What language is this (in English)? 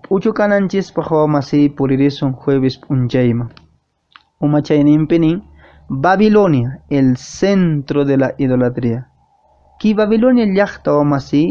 Quechua